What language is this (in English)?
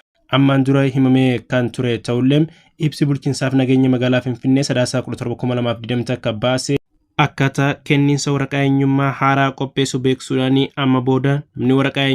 Oromo